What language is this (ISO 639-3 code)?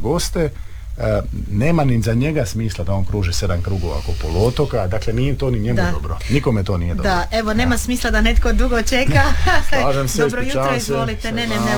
hrv